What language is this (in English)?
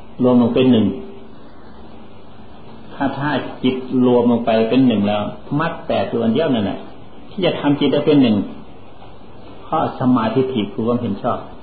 Thai